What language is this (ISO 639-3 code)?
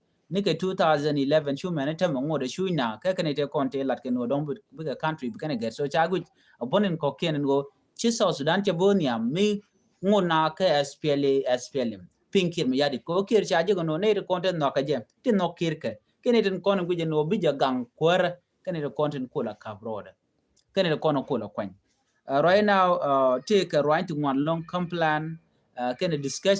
nus